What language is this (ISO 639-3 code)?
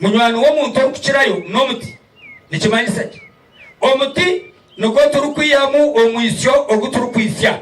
nyn